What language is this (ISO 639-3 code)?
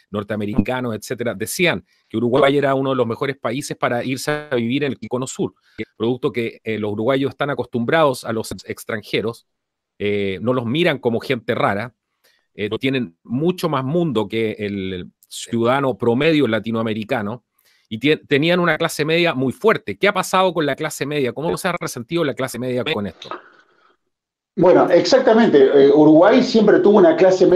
spa